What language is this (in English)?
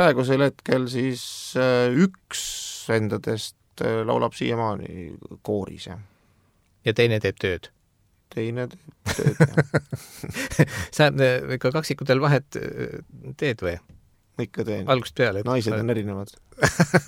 Estonian